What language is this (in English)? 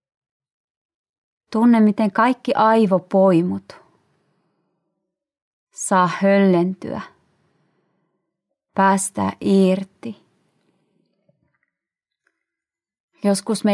Finnish